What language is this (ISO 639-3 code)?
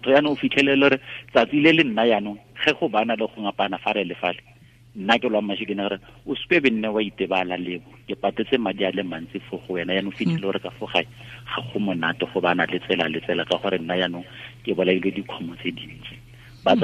tsn